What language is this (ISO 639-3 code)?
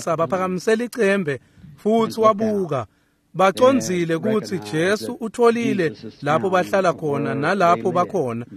ssw